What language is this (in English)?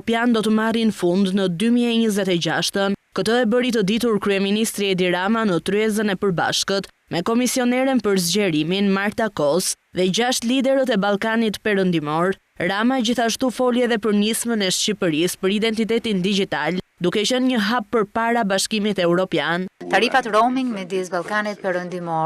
Albanian